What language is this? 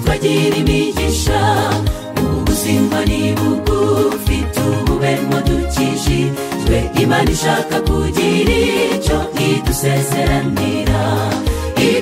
Kinyarwanda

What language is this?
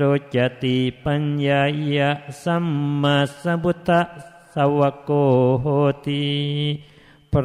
Thai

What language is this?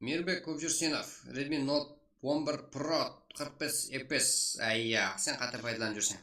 Kara-Kalpak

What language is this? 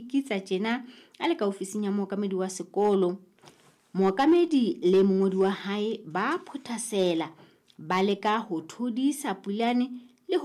Southern Sotho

